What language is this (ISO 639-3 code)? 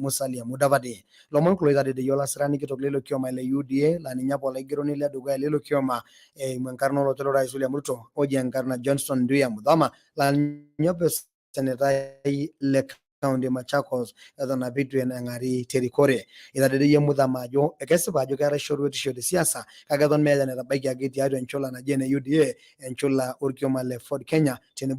mas